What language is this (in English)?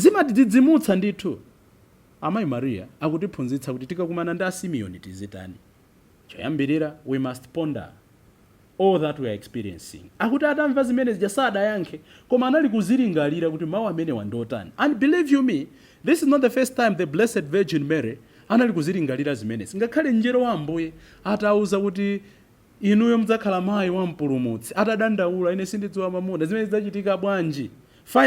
Nyanja